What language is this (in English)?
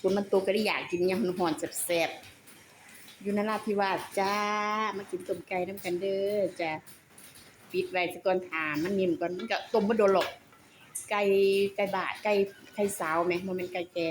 Northeastern Thai